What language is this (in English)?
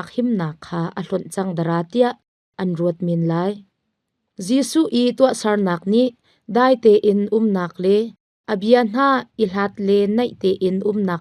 Hakha Chin